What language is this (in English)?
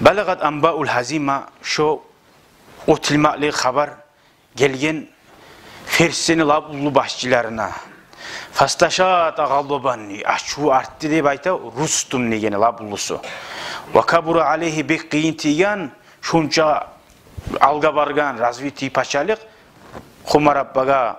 Kumyk